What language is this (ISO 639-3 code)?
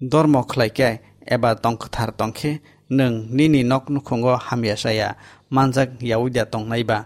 trp